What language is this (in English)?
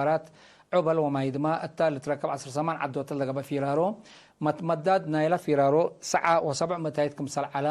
Tigre